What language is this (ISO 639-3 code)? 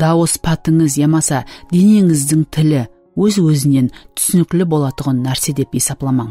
kaa